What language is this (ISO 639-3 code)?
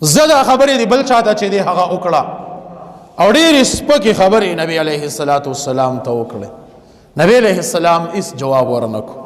pus